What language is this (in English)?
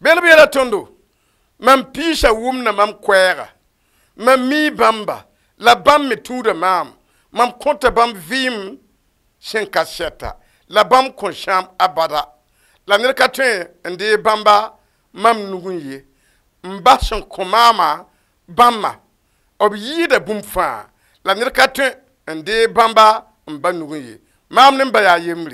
Mossi